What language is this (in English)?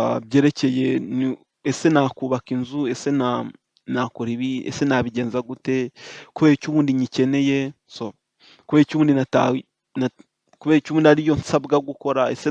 Kinyarwanda